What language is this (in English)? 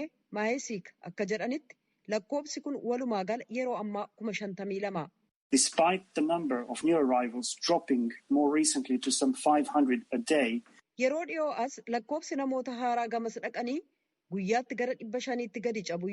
Oromo